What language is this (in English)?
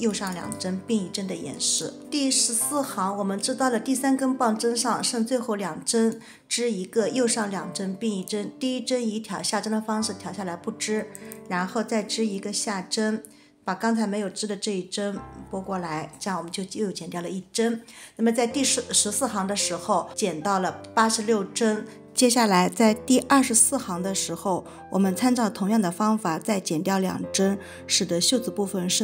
Chinese